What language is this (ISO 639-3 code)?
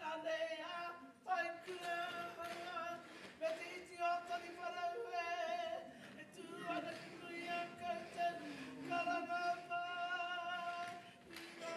mri